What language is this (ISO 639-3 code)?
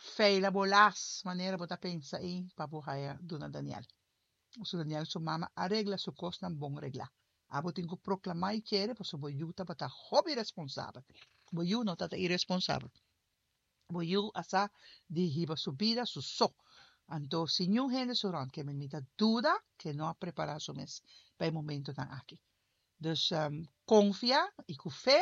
pap